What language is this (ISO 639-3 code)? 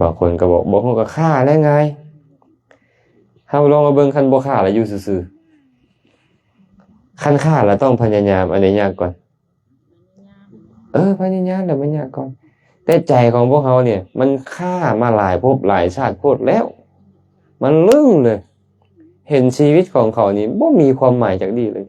lao